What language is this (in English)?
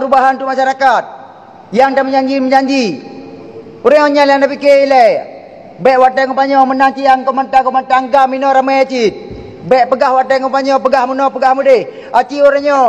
Achinese